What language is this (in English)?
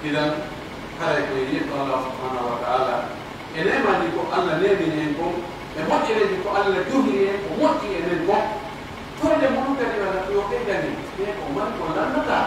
Pular